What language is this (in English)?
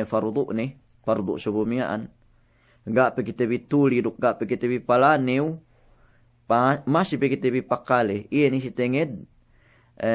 Yakan